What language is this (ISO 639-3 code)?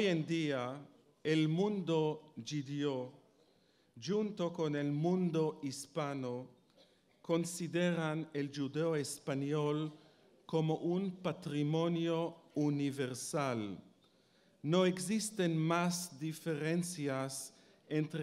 lad